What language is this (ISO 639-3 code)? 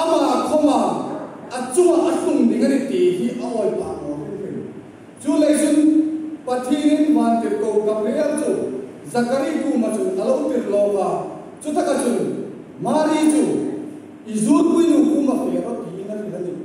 hmr